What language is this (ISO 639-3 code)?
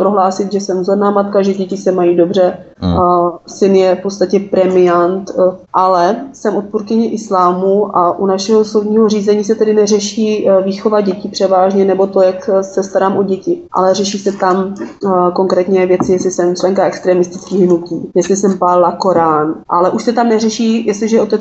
ces